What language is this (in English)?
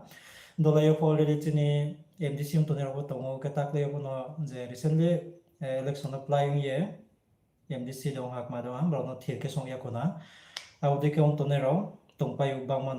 Riang (India)